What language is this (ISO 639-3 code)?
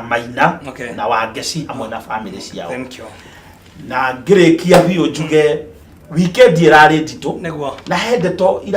kik